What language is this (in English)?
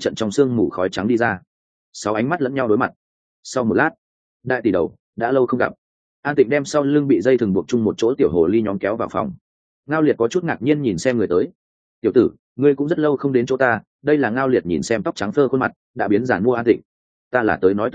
Vietnamese